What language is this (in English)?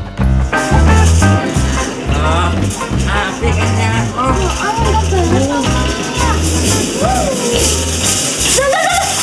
Indonesian